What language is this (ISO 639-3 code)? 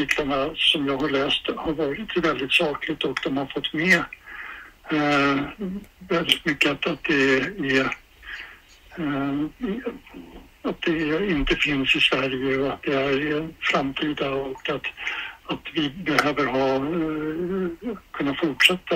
swe